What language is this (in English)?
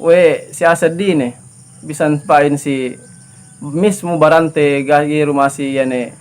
Yakan